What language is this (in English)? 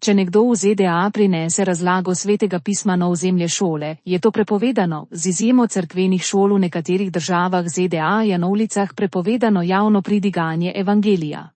Slovenian